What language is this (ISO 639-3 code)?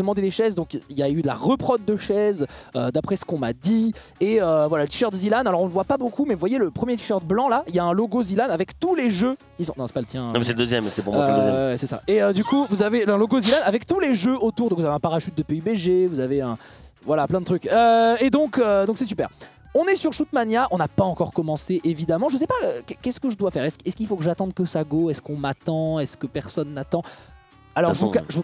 fra